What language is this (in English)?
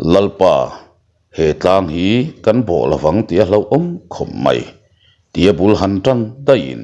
Mizo